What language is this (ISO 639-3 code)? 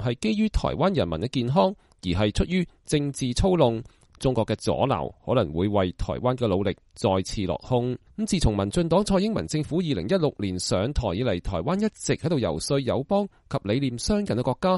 yue